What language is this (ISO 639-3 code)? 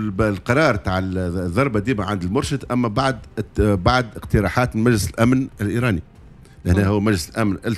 aeb